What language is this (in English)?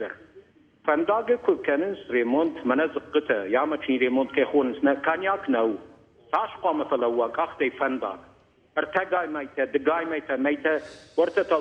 Ossetic